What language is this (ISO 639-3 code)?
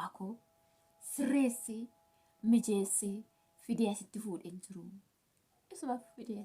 orm